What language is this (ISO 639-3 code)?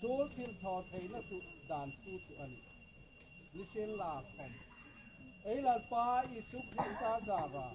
hmr